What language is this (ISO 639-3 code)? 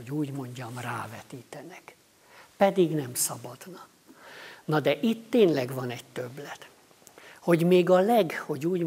hun